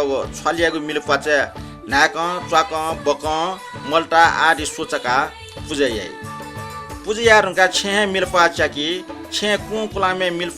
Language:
Newari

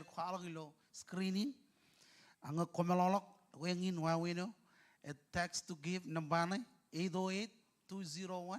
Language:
Marshallese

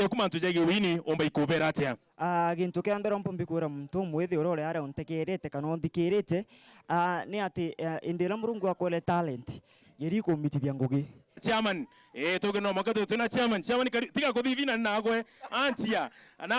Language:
Meru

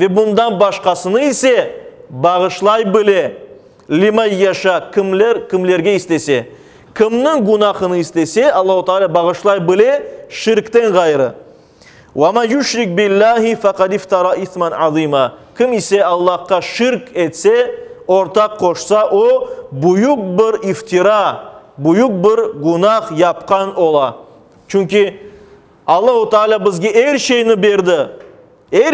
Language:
Crimean Tatar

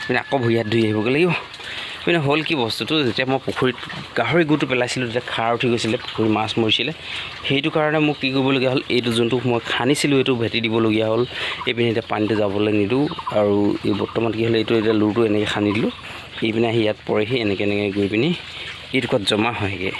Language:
Assamese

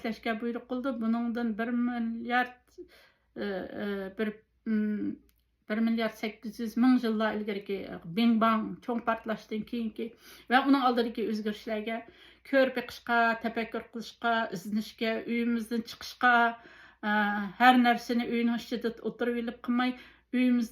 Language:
Uyghur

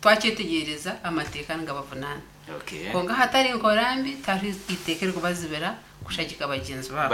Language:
Nyankole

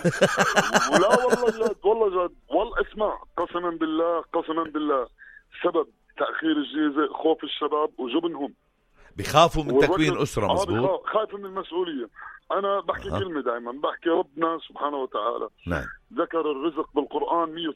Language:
North Levantine Arabic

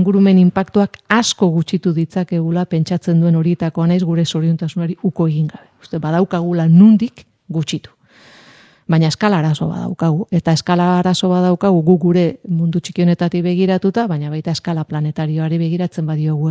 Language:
Basque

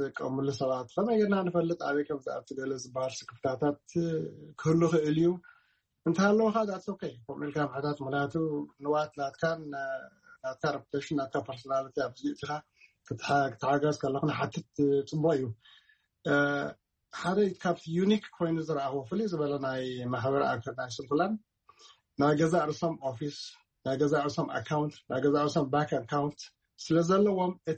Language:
Tigrinya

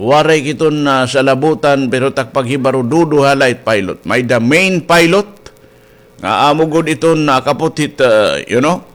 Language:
Waray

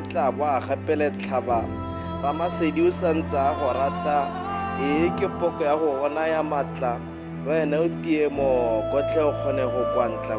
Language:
Tswana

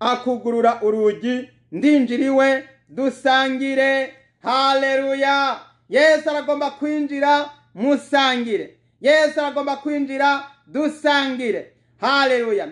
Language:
Rundi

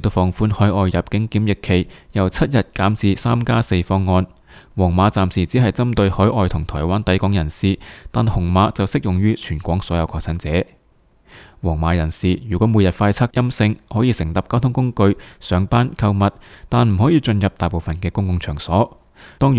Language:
Cantonese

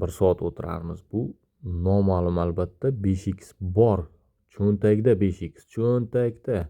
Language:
Uzbek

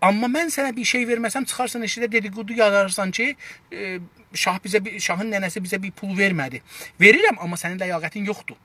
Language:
South Azerbaijani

